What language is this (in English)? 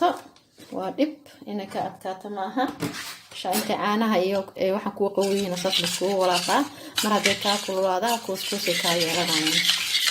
Somali